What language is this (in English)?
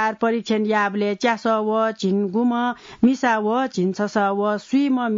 Newari